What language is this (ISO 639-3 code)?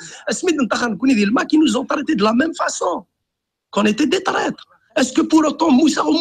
kab